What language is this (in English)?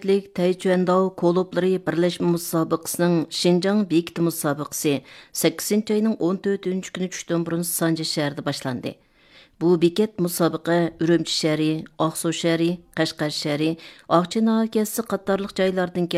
Uyghur